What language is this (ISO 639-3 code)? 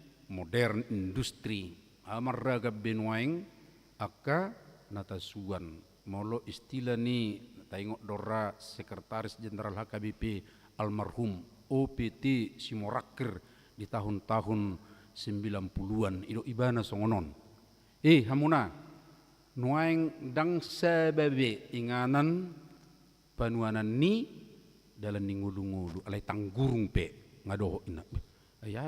bbc